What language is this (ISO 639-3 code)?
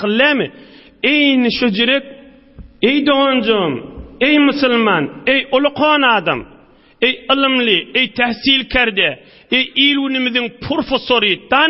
tuk